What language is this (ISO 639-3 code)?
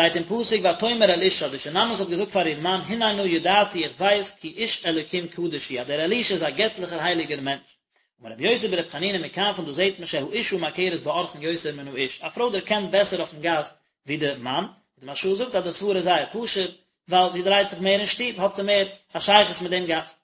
yid